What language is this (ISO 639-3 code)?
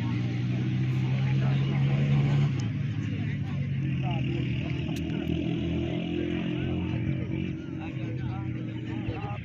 skr